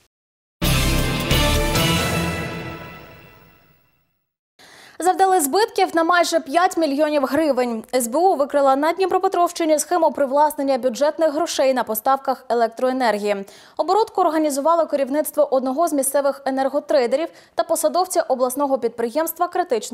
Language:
Ukrainian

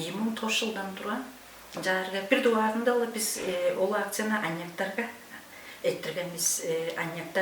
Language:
Tuvinian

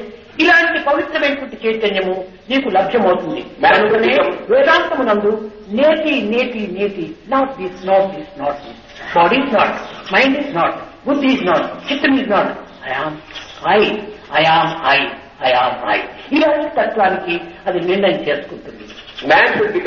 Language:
Telugu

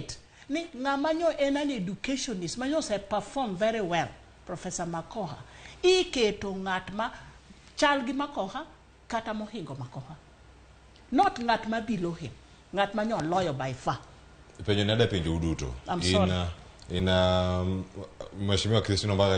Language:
Luo (Kenya and Tanzania)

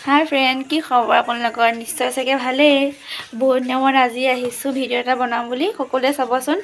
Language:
Assamese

